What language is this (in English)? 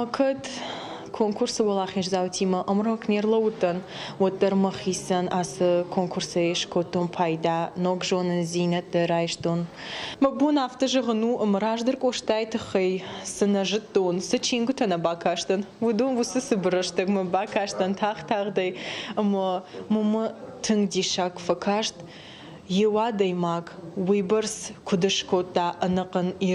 Ossetic